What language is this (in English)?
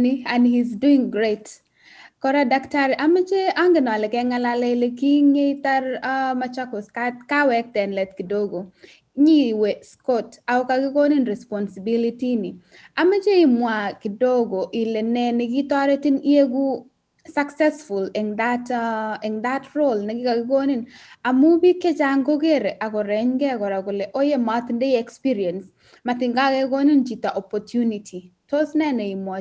Kalenjin